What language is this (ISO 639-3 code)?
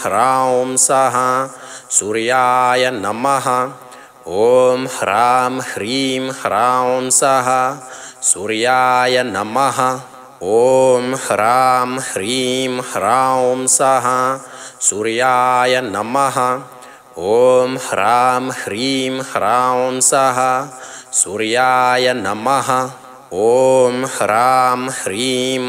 san